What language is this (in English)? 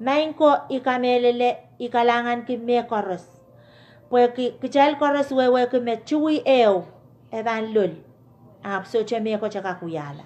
Pohnpeian